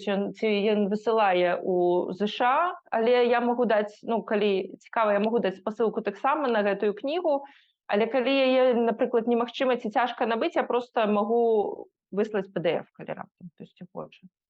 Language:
Belarusian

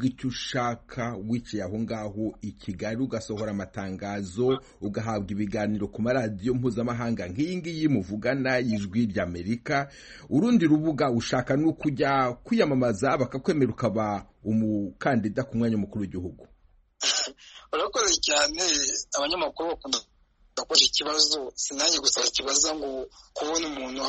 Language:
Kinyarwanda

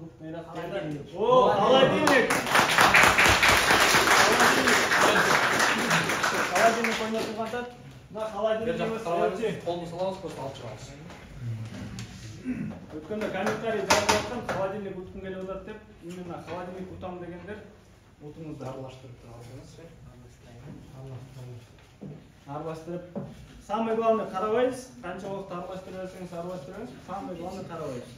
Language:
Kyrgyz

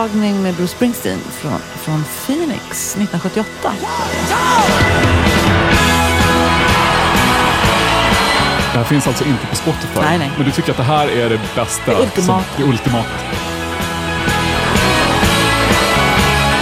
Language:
Swedish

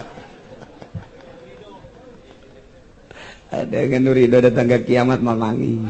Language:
Sundanese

